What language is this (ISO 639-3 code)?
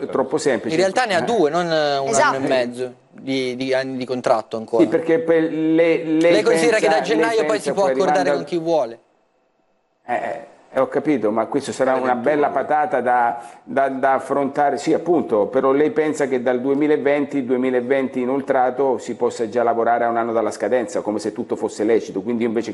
ita